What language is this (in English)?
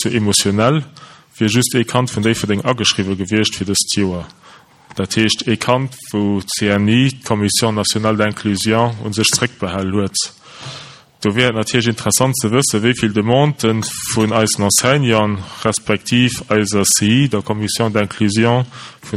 Luxembourgish